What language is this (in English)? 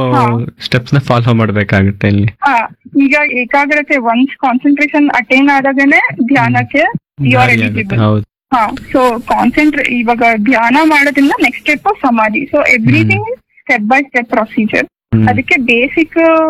Kannada